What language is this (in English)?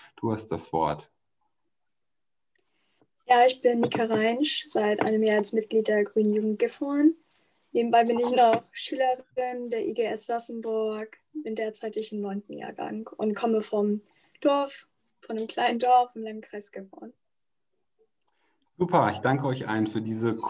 German